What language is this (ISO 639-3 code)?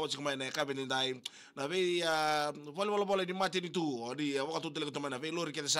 fij